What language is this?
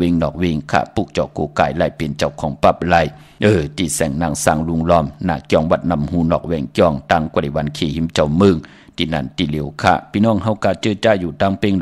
Shan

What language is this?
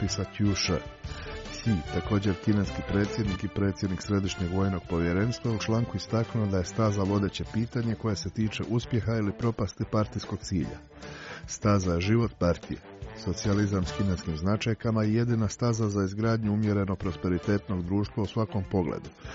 Croatian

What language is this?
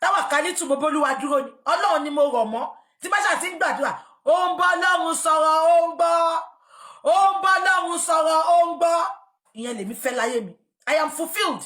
Yoruba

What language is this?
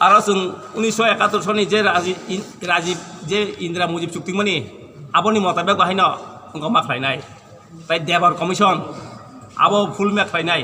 Kok Borok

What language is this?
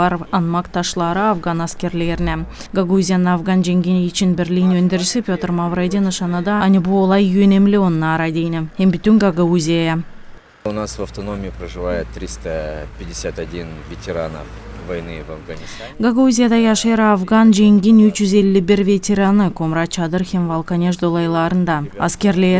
Gagauz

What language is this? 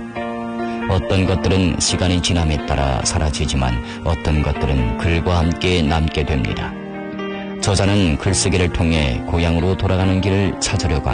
Korean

